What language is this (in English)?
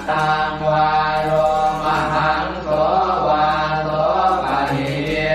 Pali